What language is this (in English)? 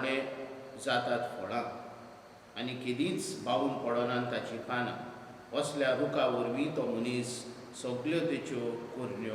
Konkani